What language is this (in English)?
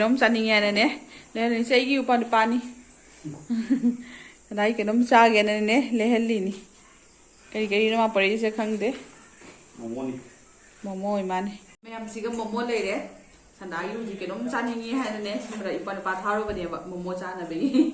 Manipuri